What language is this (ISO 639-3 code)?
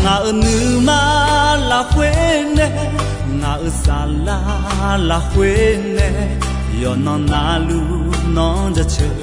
ahk